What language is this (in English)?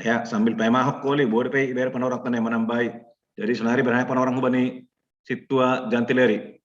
Batak Simalungun